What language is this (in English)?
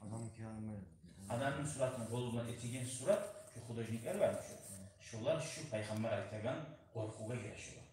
Kumyk